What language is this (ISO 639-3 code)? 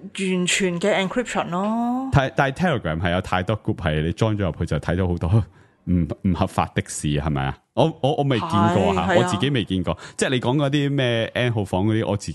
yue